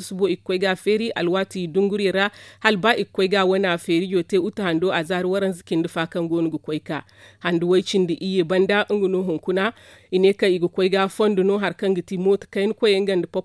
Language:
Zarma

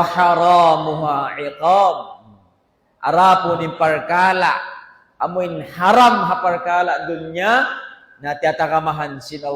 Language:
Tausug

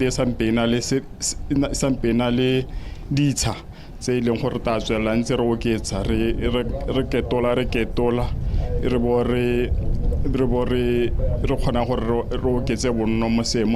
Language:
Tswana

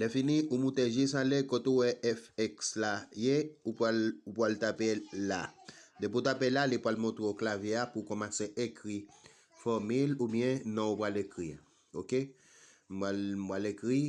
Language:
Haitian Creole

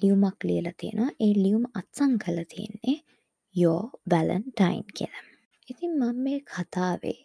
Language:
Sinhala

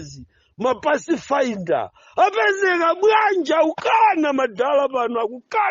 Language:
Nyanja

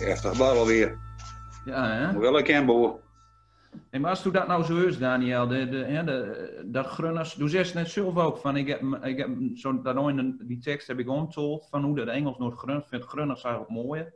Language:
Gronings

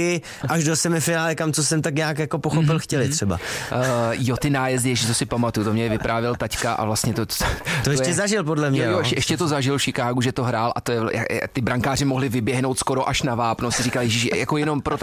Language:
Czech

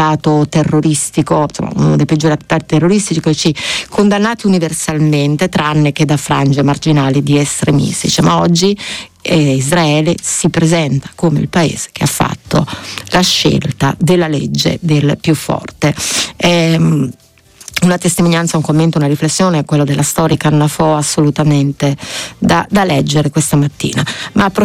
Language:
Italian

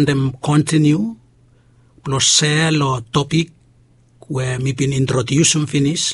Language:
Bislama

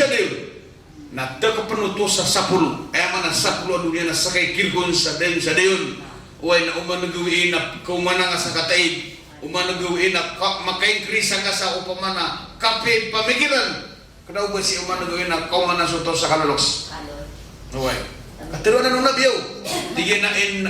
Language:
Maranao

